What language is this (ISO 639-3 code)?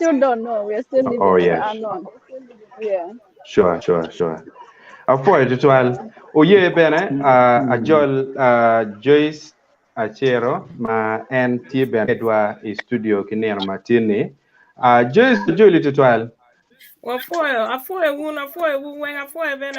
ach